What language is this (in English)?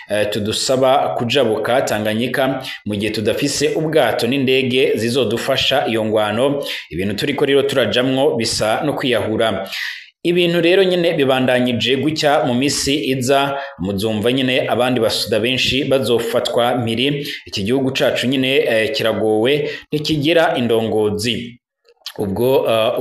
Rundi